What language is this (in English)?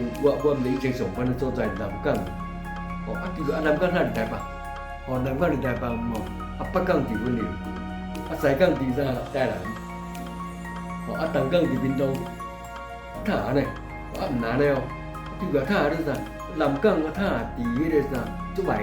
Min Nan Chinese